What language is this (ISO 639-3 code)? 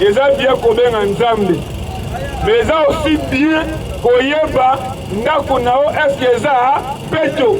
lin